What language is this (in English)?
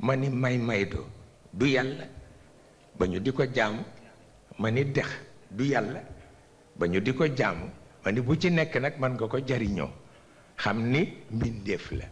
Wolof